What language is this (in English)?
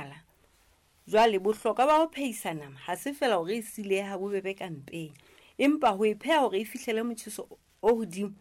Southern Sotho